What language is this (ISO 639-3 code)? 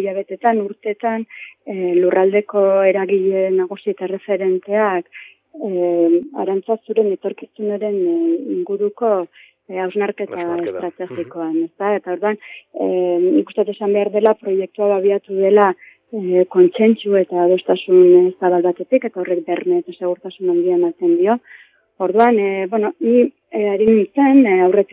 eus